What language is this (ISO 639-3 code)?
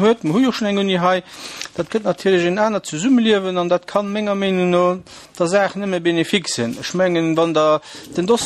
ltz